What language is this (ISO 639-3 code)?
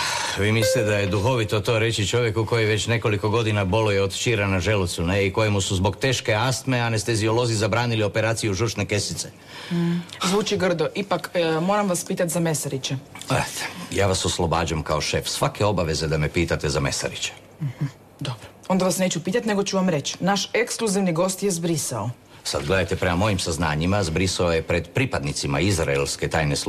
hrv